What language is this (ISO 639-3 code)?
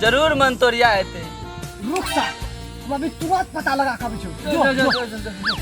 mai